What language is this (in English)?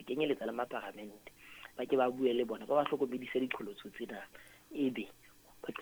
Southern Sotho